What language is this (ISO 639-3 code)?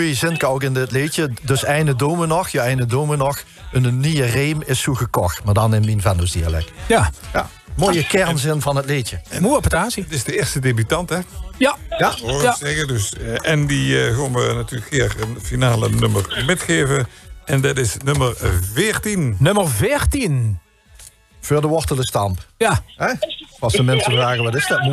lim